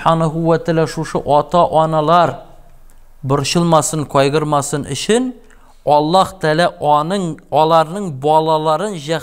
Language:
Tatar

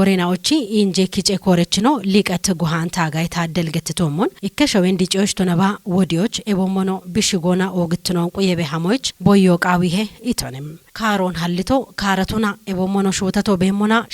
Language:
Kafa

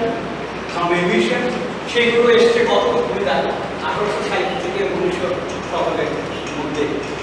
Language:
Bangla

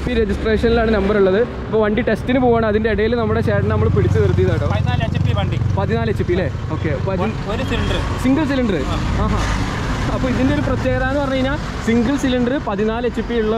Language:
Malayalam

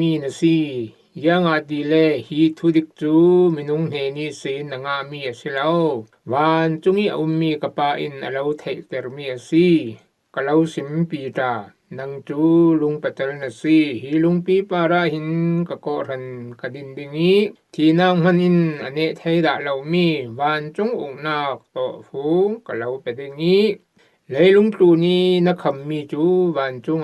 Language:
Falam Chin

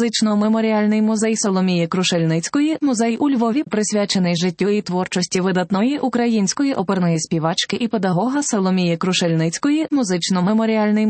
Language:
Ukrainian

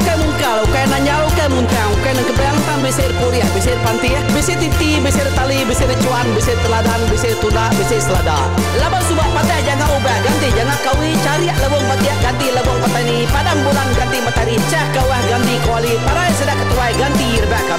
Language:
Iban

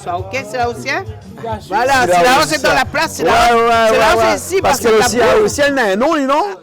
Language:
Réunion Creole French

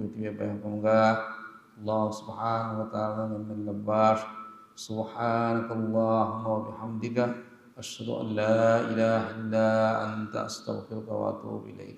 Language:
Divehi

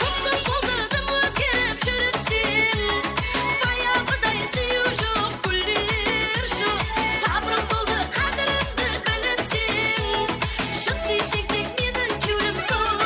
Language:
Kara-Kalpak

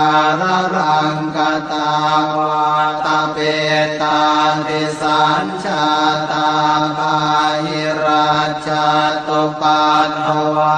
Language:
Pali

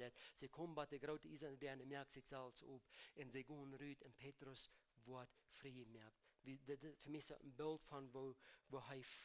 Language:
Plautdietsch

